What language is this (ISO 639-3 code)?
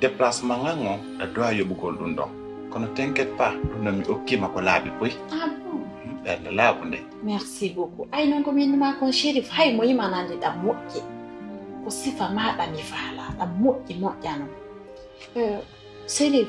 fuf